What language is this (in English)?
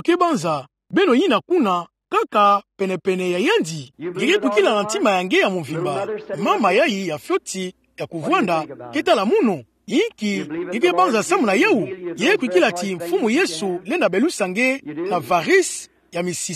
Kituba (Democratic Republic of Congo)